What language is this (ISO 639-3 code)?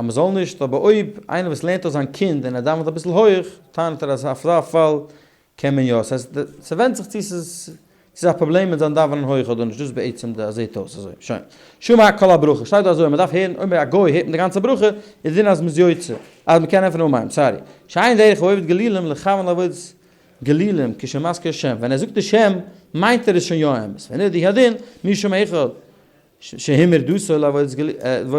yid